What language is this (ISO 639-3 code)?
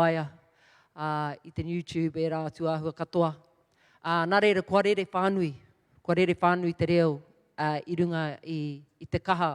mri